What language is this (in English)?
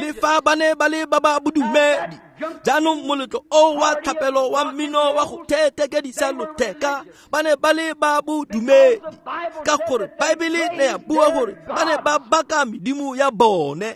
Tswana